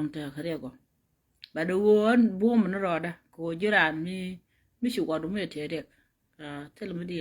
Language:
Nuer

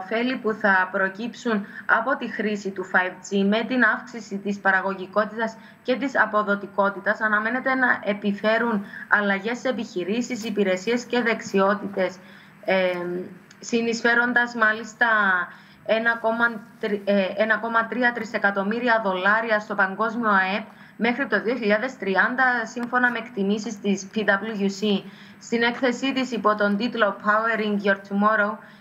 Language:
Greek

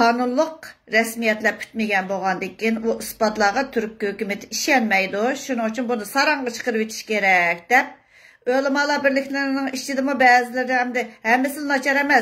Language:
Uyghur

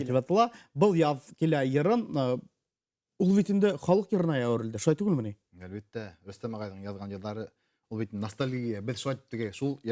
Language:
Bashkir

